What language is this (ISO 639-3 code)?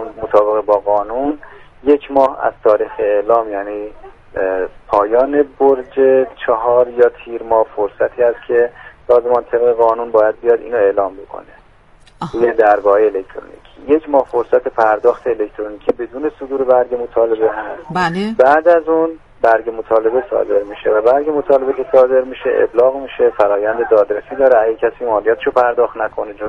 fas